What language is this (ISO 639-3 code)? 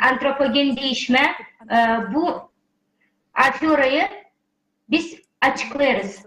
gag